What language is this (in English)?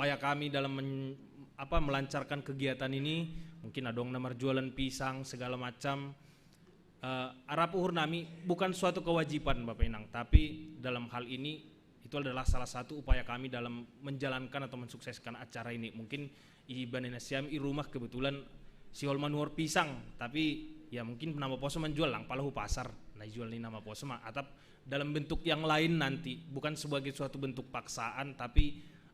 Batak Simalungun